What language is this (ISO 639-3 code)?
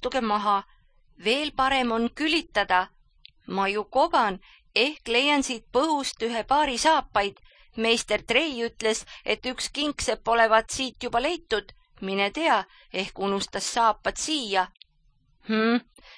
est